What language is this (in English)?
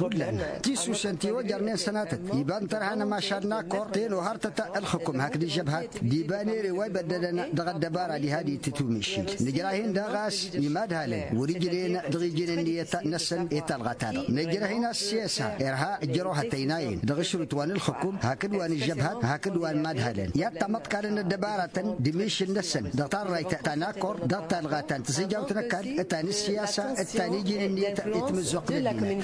Tamasheq